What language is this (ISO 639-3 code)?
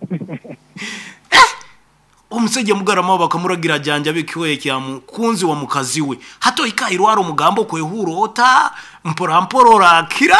nyo